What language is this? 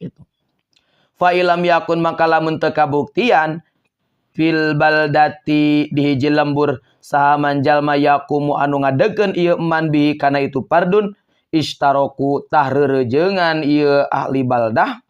Sundanese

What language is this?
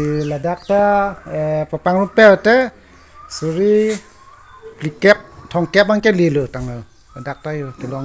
Karbi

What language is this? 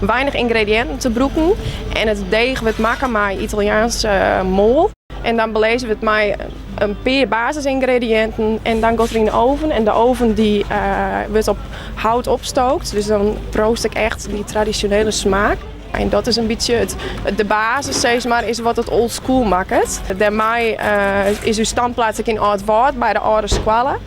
Western Frisian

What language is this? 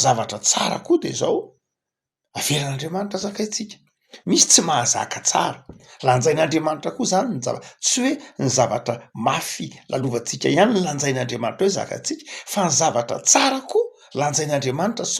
Malagasy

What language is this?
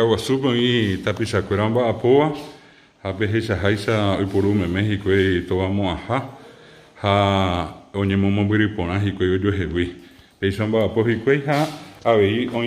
Guarani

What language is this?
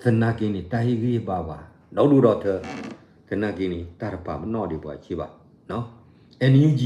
S'gaw Karen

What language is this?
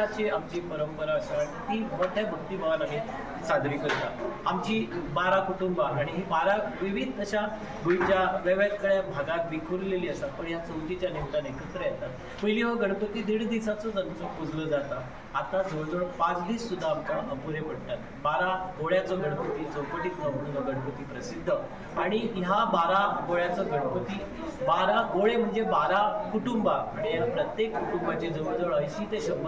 Konkani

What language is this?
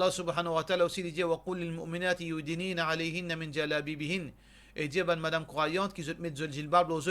Morisyen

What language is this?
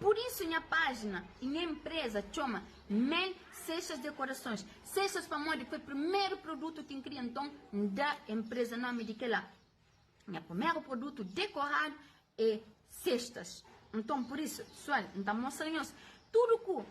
Kabuverdianu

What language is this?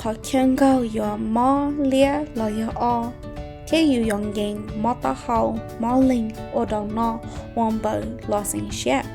Hmong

